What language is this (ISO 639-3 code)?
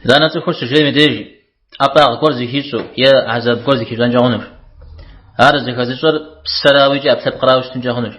kbd